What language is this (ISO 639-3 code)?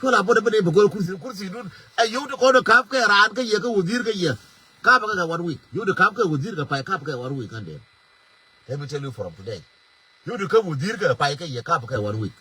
nus